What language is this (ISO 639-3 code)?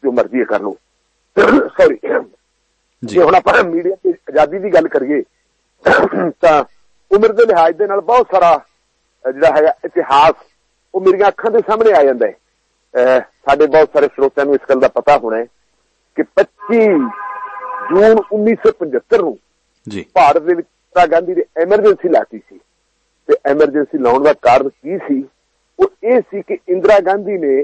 pan